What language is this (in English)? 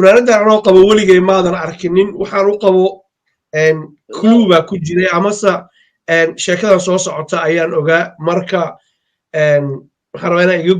Somali